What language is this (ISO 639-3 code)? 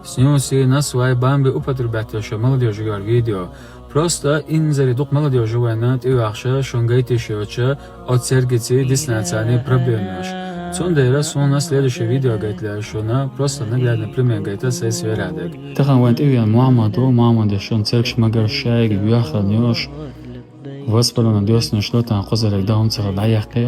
che